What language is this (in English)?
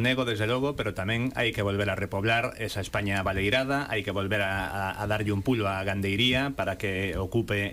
Galician